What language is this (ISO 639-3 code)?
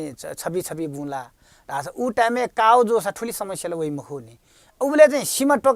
new